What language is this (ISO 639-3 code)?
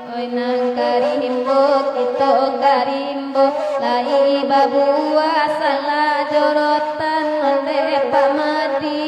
min